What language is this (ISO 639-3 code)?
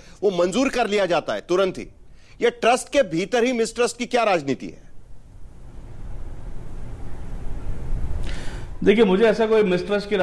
hin